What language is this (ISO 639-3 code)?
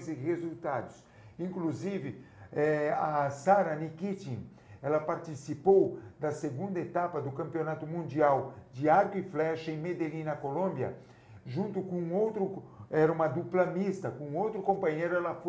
por